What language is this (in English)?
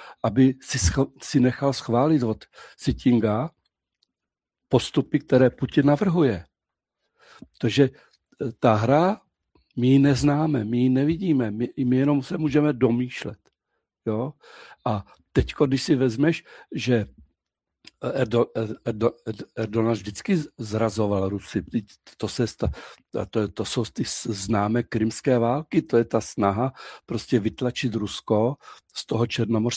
Czech